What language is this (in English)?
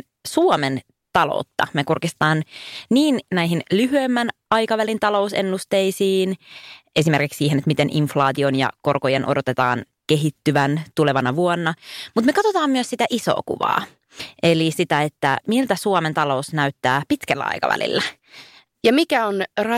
Finnish